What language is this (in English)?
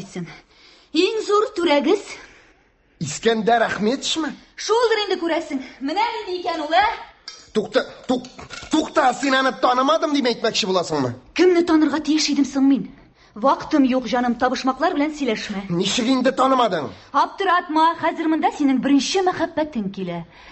Tatar